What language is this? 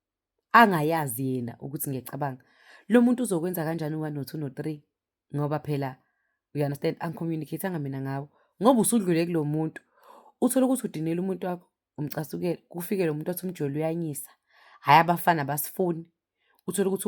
Zulu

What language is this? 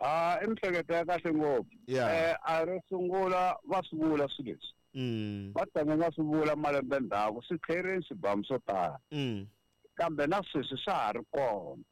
Tsonga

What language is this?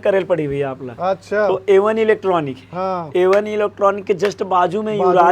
Chhattisgarhi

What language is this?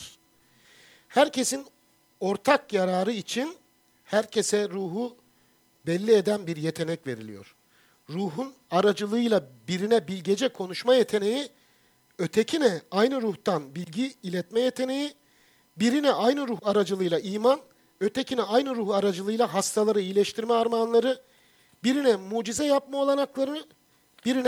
Turkish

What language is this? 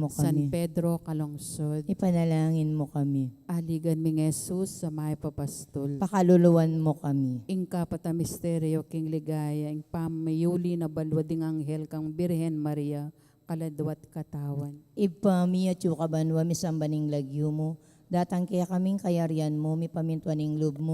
Pampanga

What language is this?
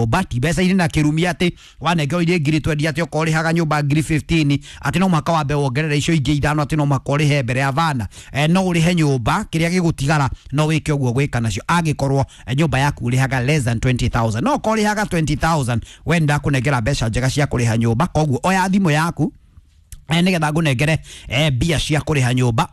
Kikuyu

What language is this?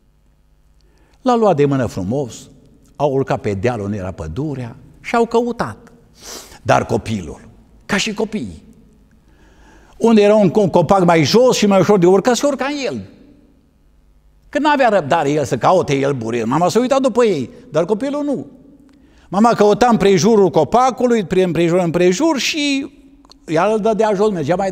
Romanian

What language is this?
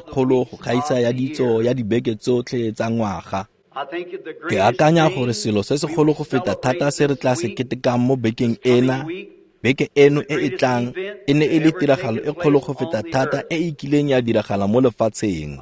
Tswana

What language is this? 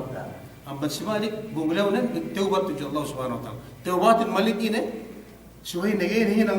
Yakan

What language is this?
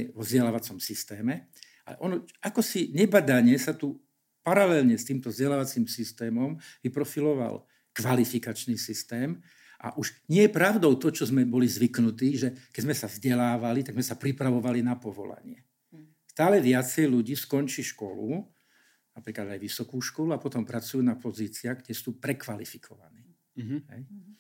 Slovak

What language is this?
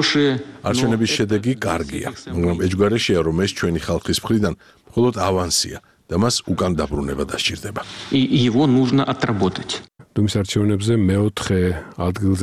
Georgian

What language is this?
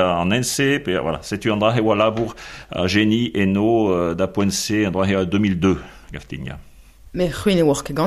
Breton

